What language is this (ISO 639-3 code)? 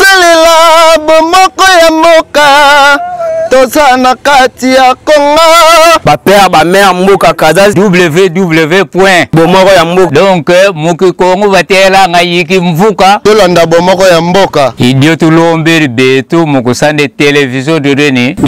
lin